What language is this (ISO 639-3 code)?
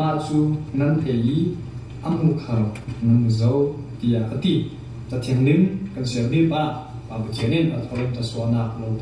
cfm